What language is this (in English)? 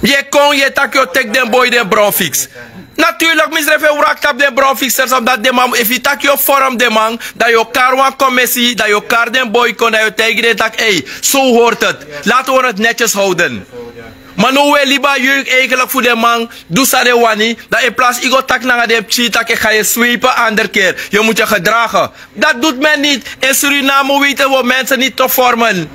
Sranan Tongo